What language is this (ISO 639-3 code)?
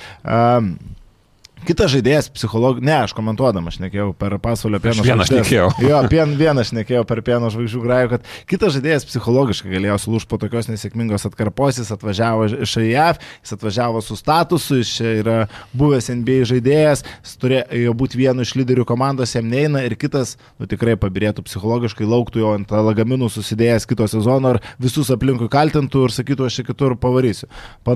lit